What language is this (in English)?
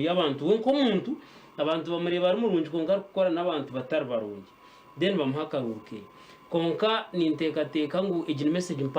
Nyankole